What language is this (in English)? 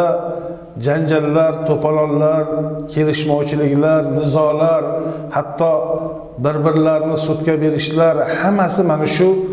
Uzbek